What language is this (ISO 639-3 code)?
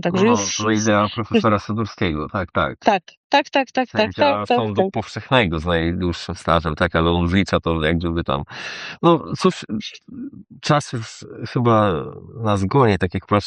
pol